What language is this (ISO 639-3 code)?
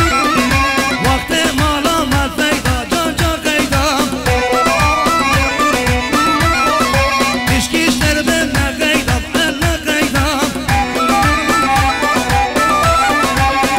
fas